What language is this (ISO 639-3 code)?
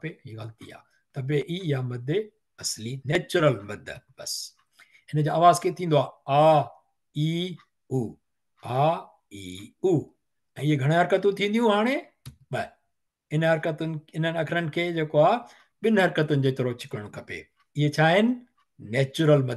snd